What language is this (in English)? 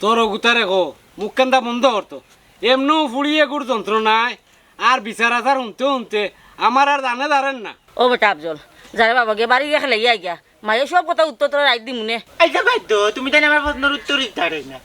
Sylheti